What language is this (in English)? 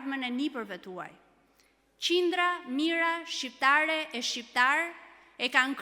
Albanian